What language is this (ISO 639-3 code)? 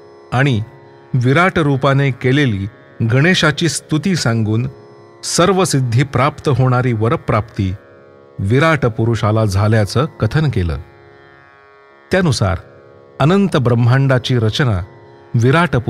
mar